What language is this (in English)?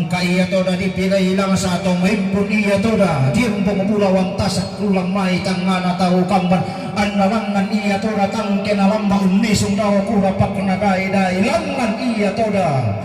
Toraja-Sa'dan